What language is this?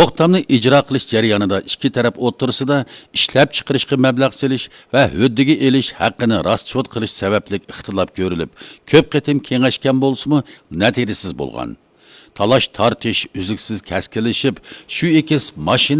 Uyghur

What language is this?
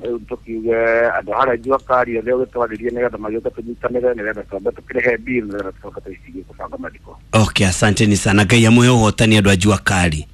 Kikuyu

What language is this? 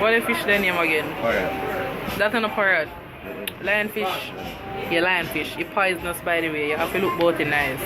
Jamaican Creole English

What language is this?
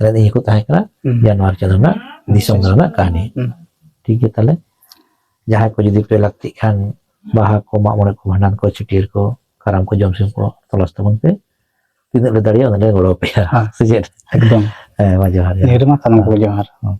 Santali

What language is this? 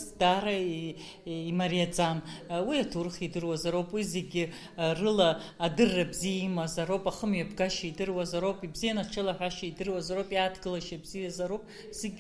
Abkhazian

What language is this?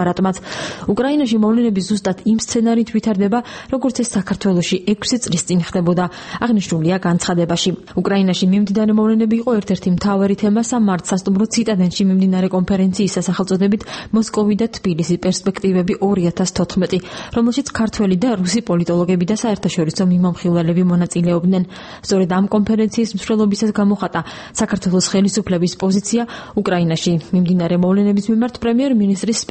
Georgian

